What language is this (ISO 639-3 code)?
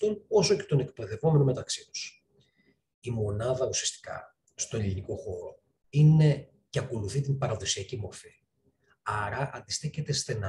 ell